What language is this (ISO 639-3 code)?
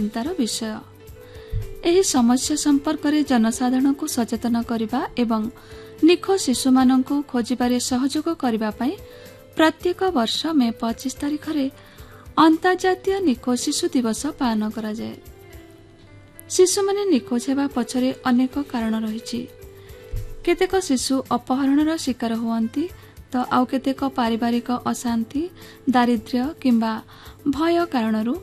ori